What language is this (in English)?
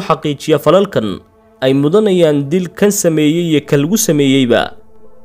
Somali